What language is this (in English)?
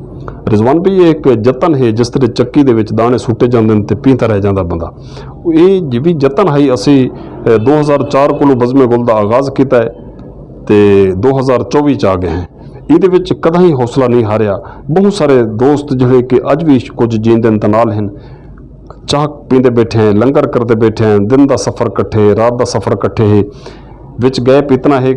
Western Panjabi